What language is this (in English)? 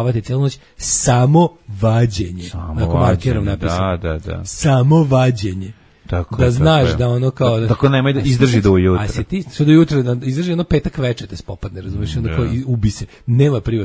Serbian